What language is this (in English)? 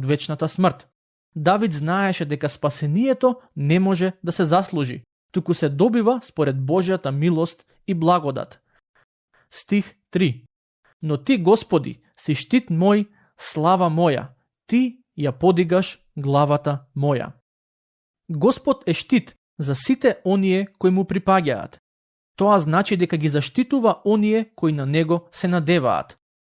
Macedonian